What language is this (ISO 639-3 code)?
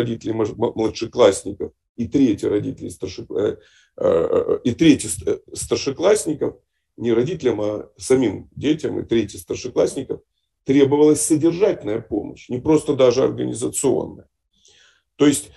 rus